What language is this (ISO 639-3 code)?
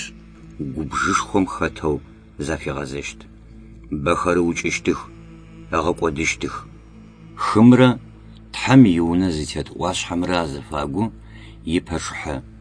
ady